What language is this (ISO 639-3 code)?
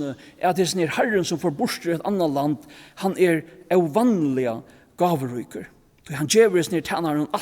fao